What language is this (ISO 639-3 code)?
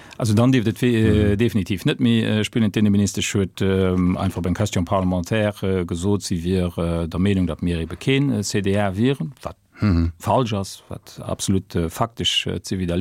ltz